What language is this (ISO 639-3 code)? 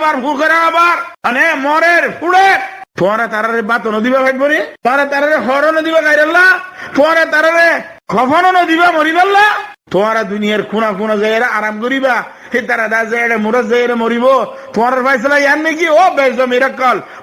rhg